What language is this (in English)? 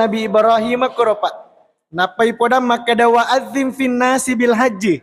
Buginese